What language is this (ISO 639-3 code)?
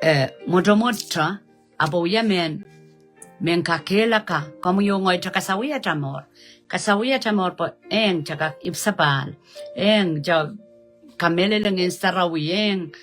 pon